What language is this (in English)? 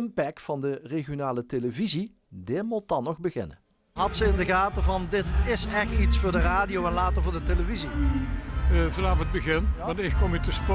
Limburgish